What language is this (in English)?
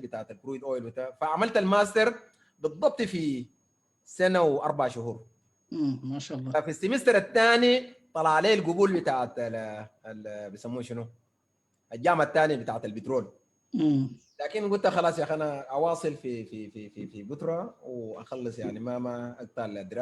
Sudanese Arabic